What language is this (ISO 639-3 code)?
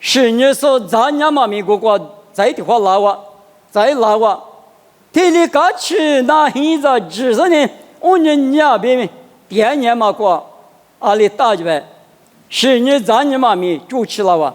lis